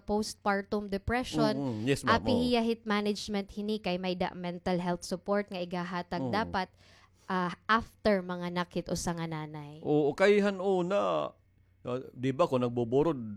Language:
Waray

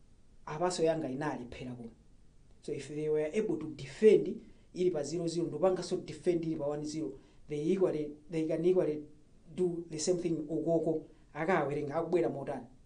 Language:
Nyanja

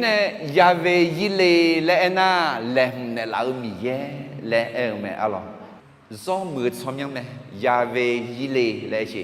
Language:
Akha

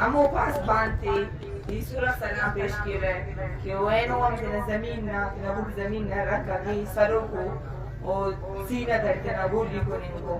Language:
Eastern Balochi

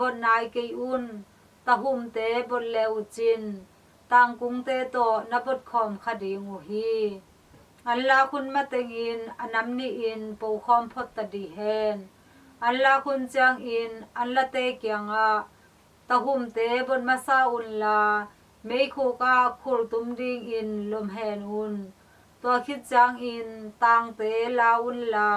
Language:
Tedim Chin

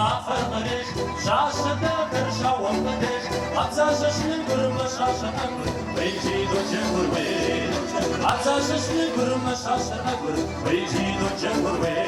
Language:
Kabardian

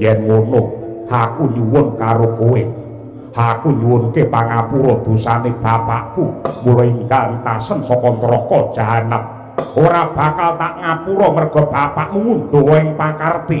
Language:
Javanese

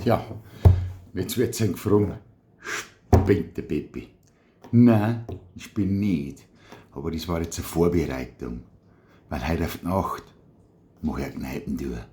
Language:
Bavarian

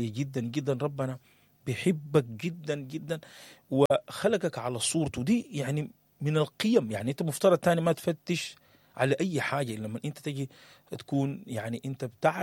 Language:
Sudanese Arabic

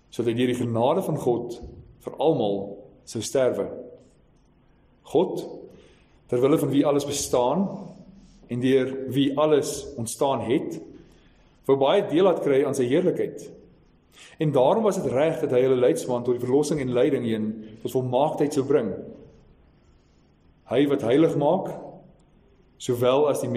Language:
Afrikaans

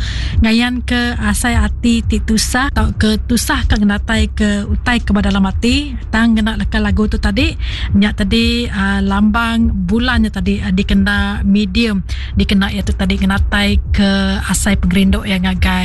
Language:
Iban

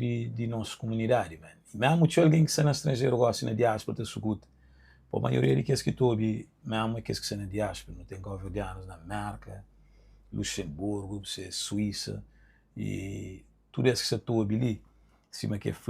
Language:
Kabuverdianu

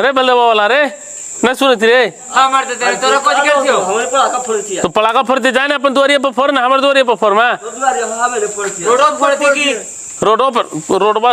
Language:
Magahi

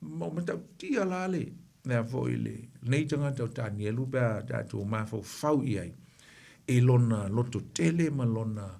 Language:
Samoan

